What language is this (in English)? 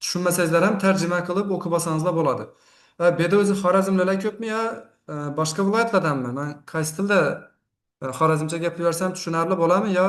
Uzbek